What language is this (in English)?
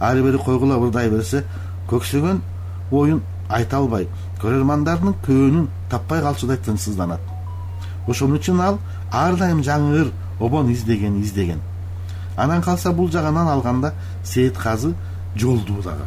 Kyrgyz